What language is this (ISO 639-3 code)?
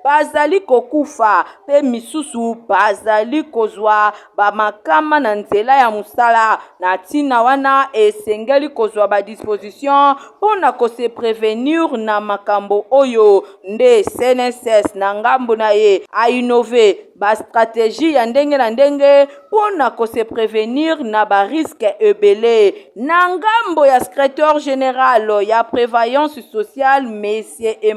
lin